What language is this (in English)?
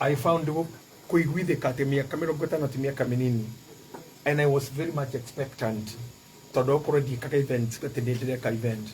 Kikuyu